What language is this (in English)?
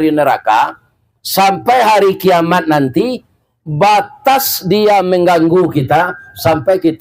Minangkabau